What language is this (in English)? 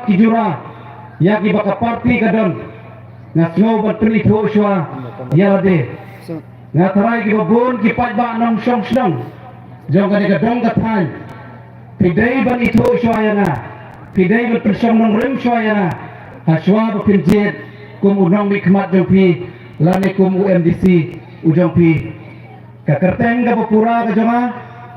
Khasi